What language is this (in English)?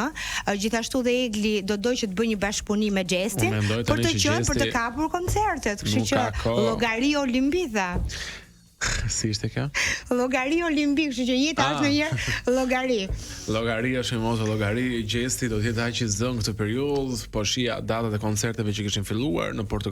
Albanian